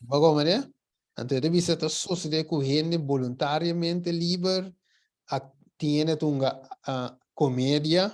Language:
Papiamento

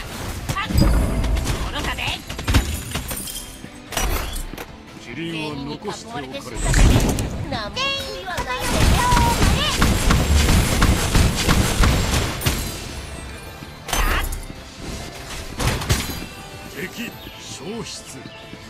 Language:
Japanese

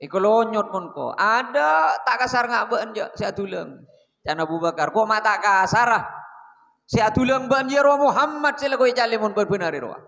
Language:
Madurese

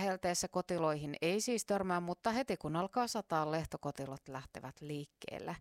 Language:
Finnish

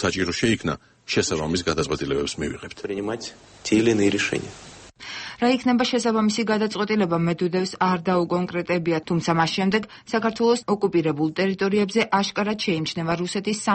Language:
Georgian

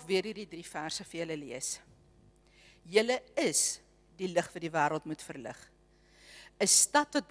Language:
Afrikaans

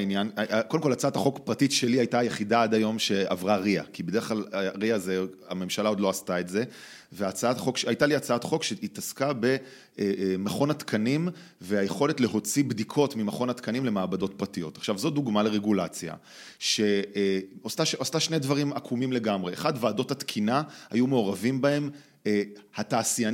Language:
Hebrew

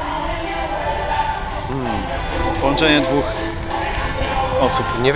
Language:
Polish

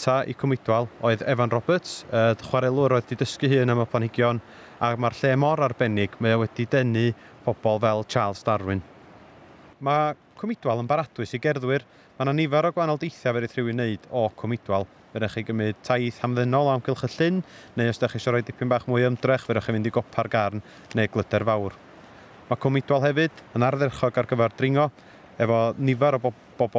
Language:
Welsh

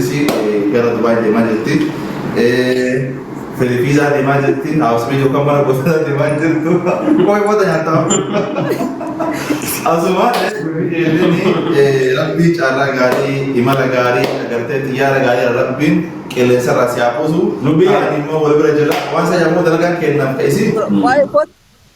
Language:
Oromo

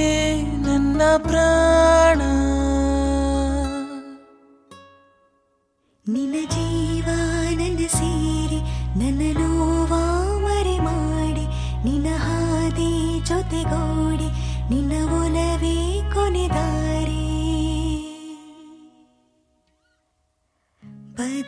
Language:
Kannada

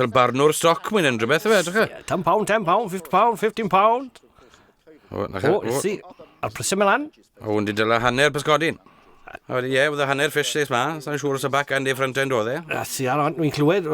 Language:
Welsh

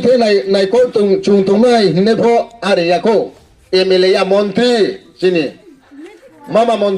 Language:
Riang (India)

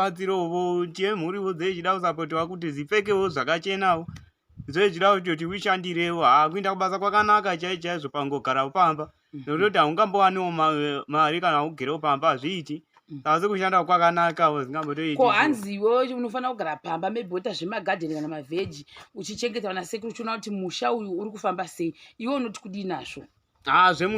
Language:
Shona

